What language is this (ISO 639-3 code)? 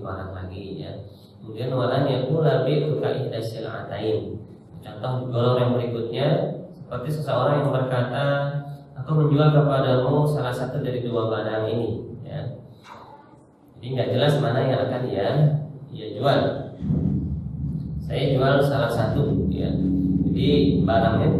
ind